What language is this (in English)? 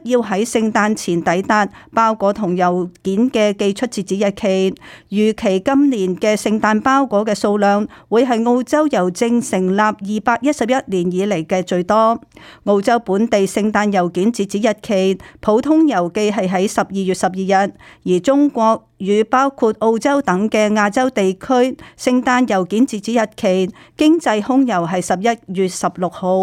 Cantonese